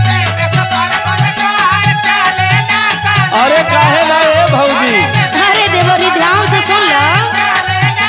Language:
Bhojpuri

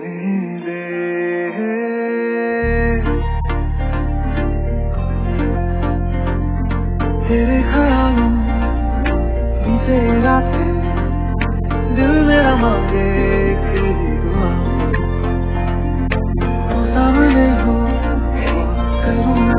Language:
Hindi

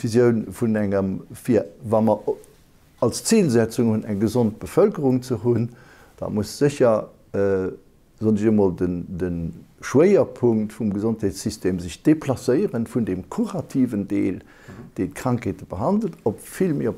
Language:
Luxembourgish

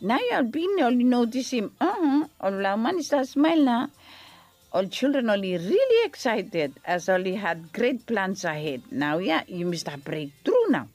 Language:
Bislama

